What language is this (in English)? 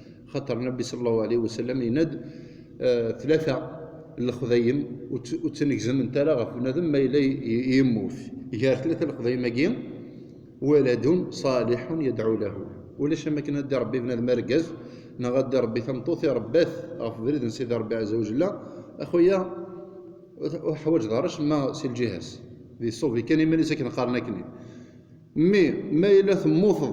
Kabyle